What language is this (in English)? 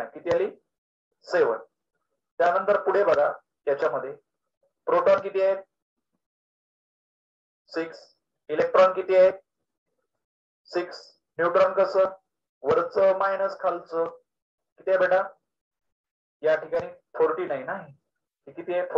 Marathi